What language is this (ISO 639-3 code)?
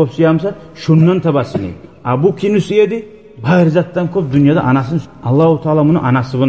kum